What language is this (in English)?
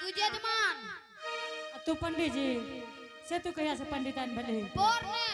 Angika